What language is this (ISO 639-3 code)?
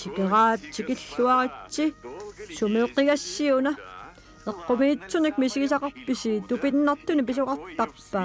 kal